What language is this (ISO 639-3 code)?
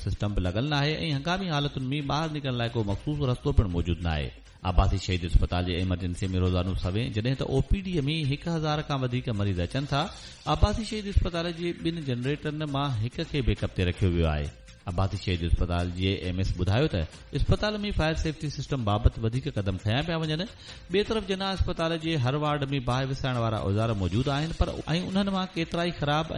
snd